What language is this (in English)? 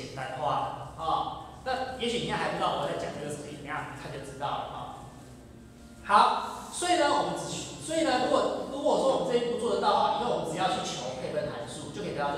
Chinese